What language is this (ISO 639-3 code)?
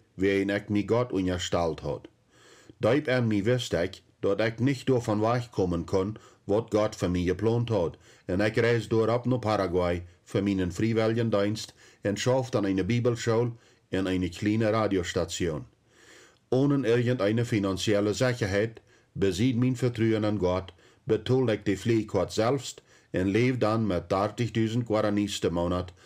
pdt